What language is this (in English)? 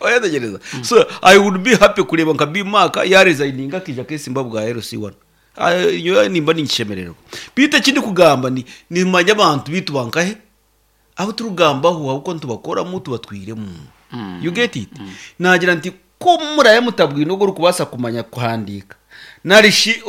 Nyankole